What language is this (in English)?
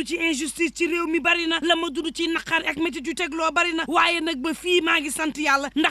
Wolof